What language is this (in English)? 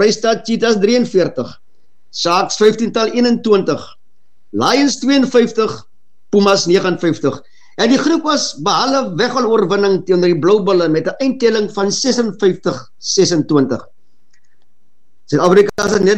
Afrikaans